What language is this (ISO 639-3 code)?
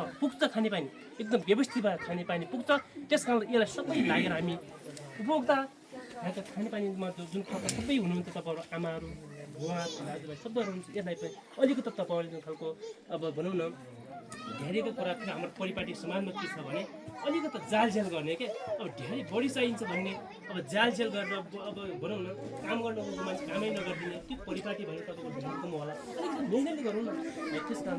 nep